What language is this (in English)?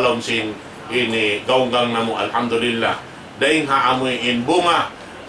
Tausug